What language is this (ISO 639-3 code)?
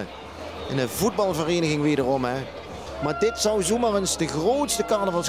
lim